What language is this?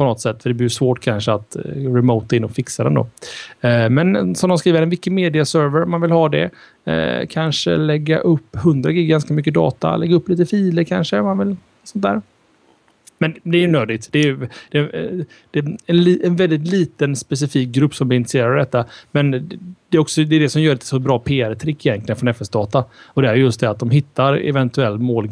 Swedish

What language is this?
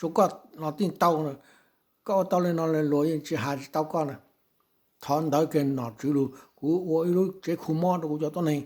Hmong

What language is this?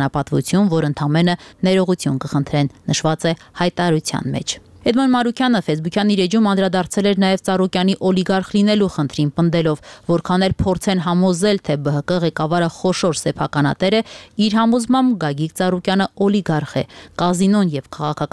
Armenian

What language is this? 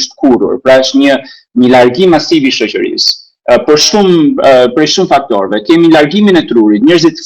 Albanian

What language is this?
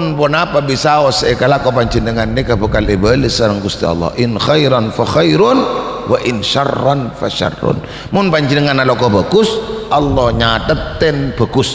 Madurese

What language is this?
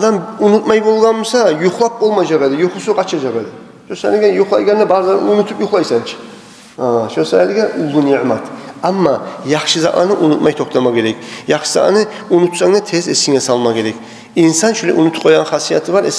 Kumyk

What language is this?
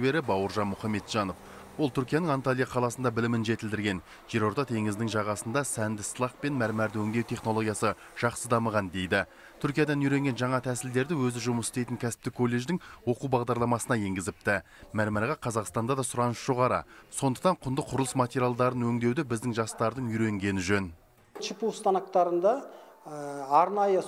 Kazakh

